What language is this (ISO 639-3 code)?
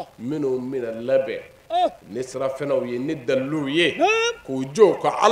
bam